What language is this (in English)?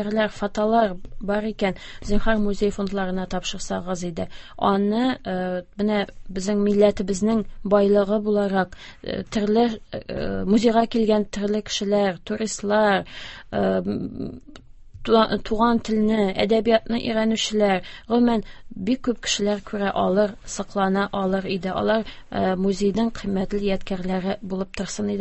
Tatar